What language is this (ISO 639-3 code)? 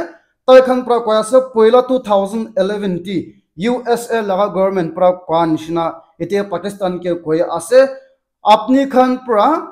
nag